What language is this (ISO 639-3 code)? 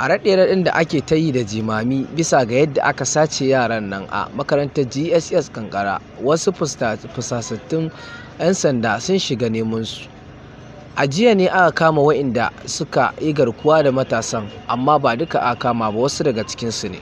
hau